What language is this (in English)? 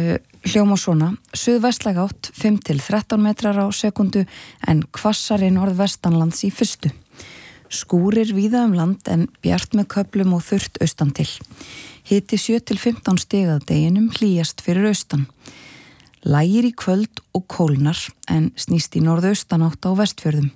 Icelandic